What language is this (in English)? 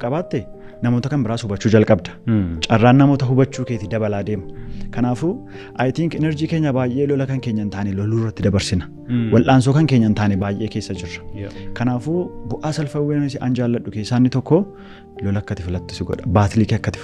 Oromo